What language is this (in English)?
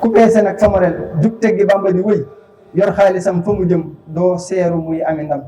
Wolof